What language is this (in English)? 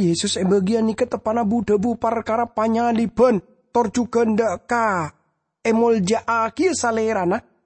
Madurese